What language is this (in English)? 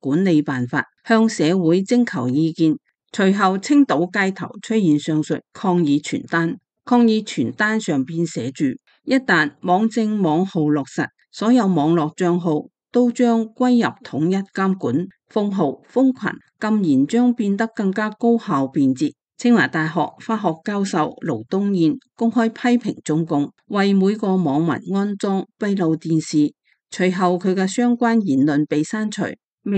Cantonese